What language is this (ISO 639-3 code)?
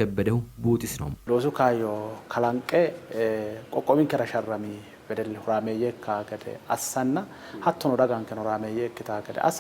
sid